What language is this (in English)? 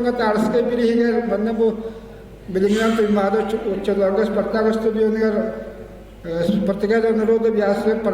Yakut